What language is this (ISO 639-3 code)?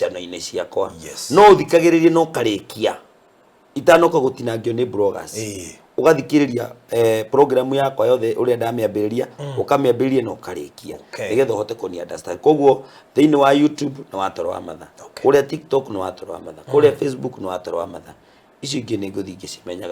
kik